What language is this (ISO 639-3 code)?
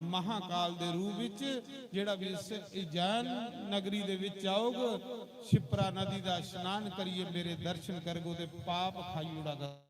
doi